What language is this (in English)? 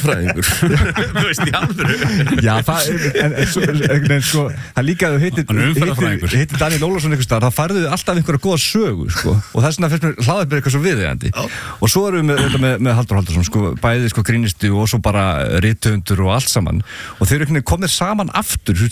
Icelandic